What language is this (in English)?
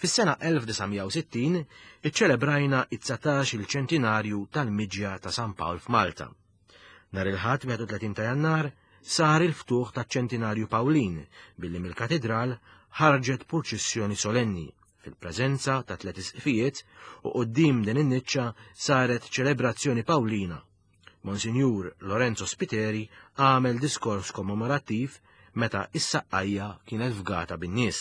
Maltese